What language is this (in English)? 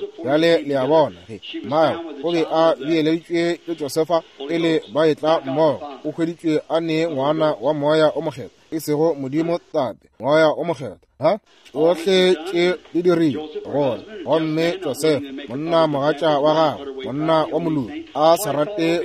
Northern Sotho